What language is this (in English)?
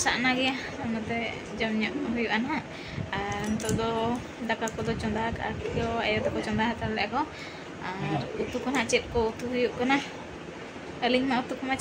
Santali